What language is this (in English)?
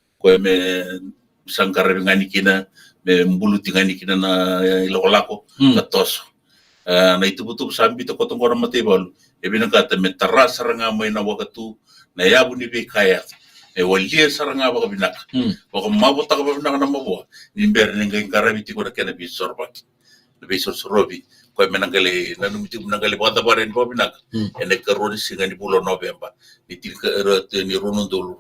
Fijian